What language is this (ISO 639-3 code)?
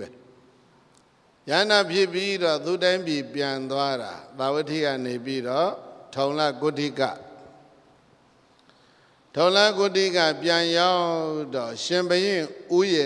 mya